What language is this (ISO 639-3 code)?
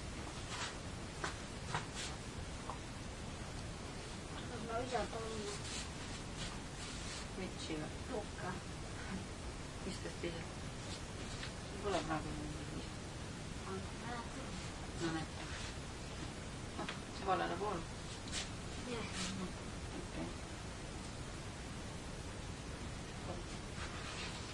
est